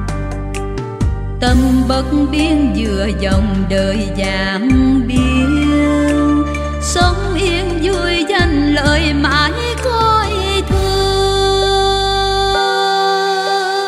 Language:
Vietnamese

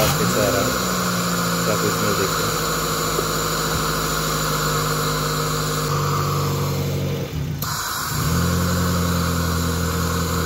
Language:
Hindi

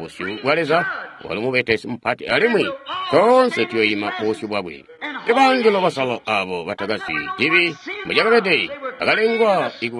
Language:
Tonga (Zambia)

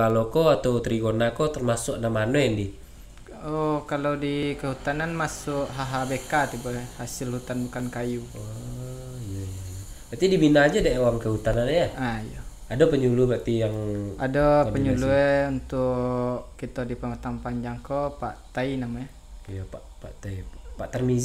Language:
Minangkabau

